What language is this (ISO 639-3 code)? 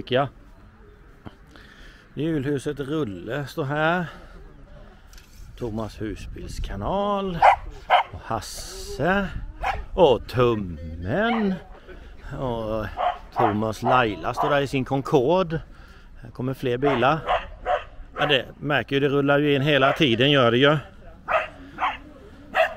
swe